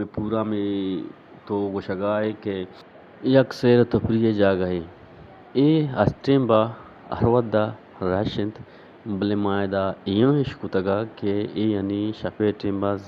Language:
Eastern Balochi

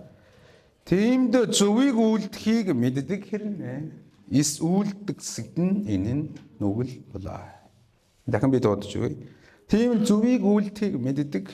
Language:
Mongolian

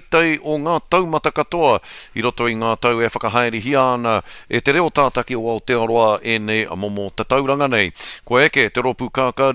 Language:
Māori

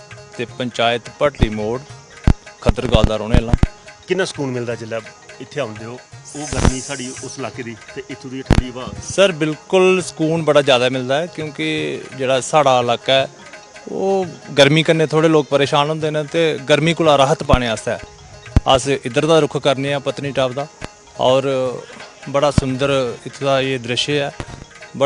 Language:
Dogri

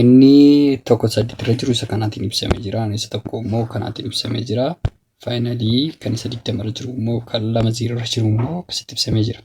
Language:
Oromo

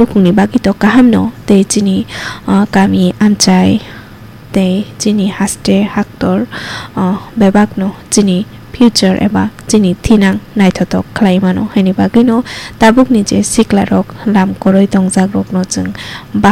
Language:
Kok Borok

